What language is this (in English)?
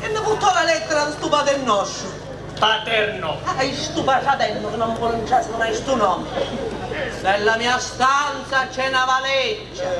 Sicilian